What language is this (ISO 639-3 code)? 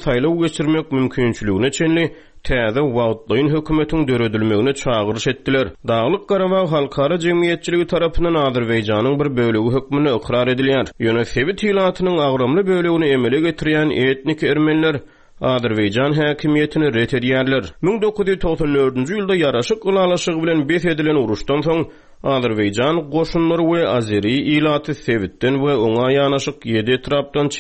tuk